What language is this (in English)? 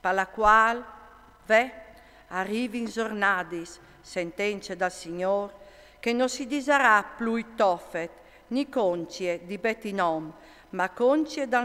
Friulian